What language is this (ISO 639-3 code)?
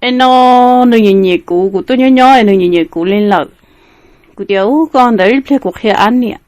hmn